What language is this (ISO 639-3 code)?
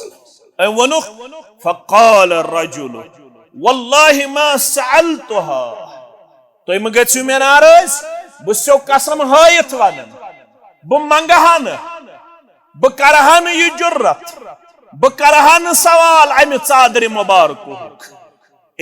kas